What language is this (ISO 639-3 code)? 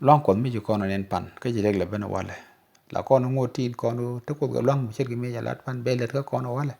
nus